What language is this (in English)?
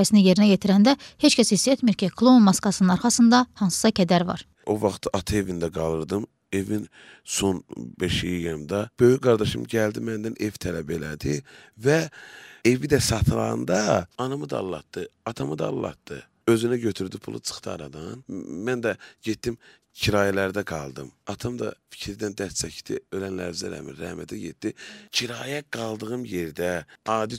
Azerbaijani